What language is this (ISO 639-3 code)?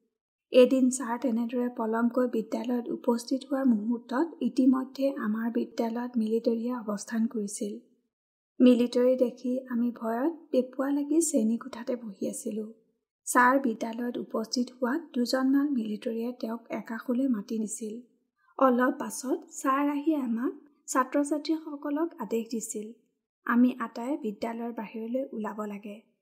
asm